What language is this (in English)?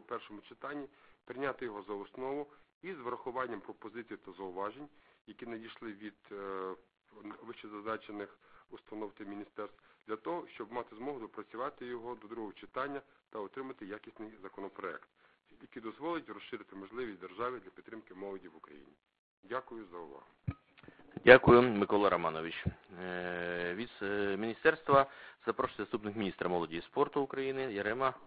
Ukrainian